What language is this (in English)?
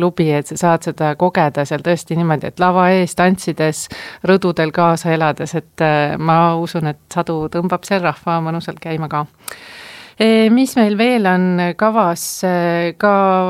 Estonian